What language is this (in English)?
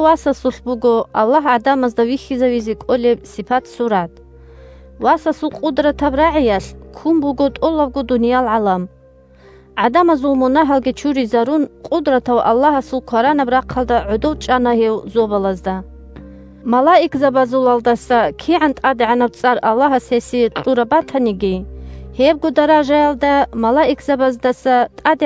Avaric